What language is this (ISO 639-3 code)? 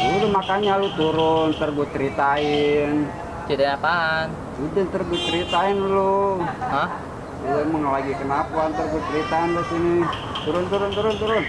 bew